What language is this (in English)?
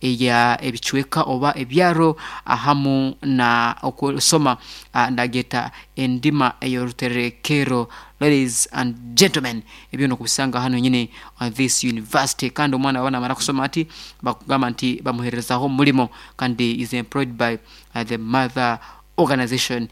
Nyoro